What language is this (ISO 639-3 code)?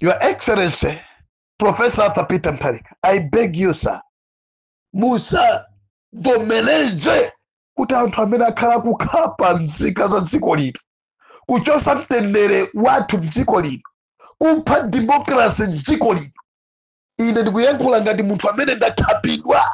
nya